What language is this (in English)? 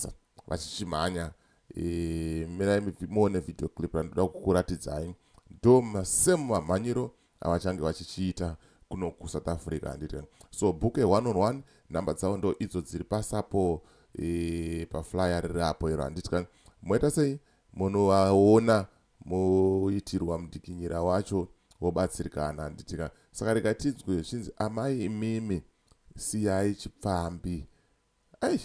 Shona